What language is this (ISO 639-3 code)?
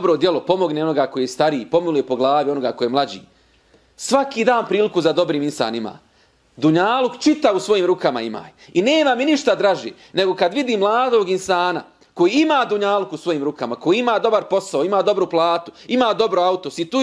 bos